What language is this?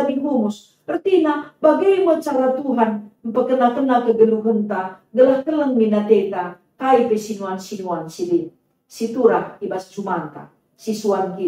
Batak Karo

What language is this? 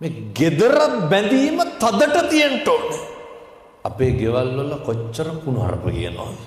Sinhala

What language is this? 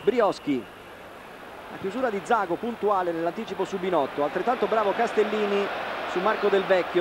Italian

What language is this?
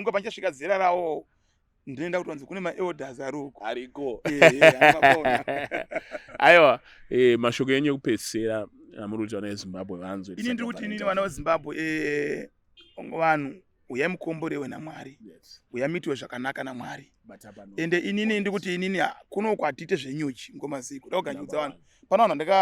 Shona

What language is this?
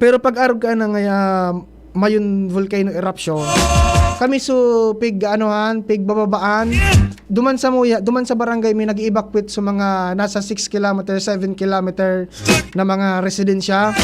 Bikol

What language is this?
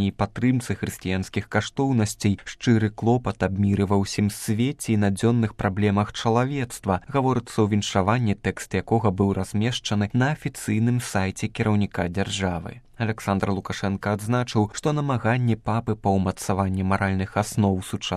Belarusian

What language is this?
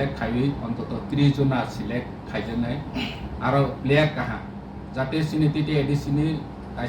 Kok Borok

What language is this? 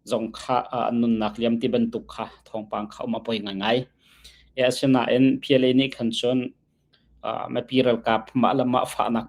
Hakha Chin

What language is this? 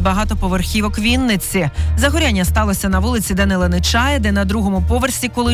Ukrainian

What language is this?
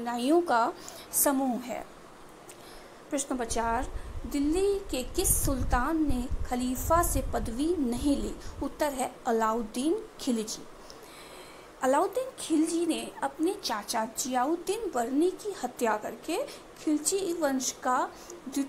Hindi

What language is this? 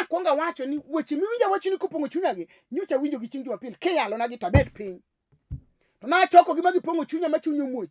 Luo (Kenya and Tanzania)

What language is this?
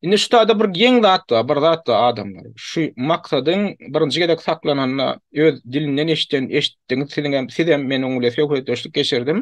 Turkmen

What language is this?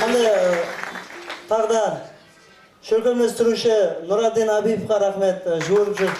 Kara-Kalpak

